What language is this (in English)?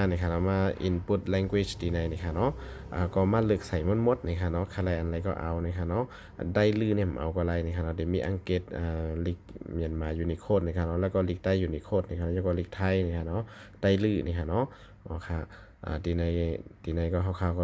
Shan